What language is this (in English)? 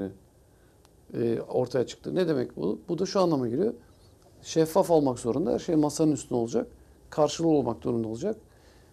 Turkish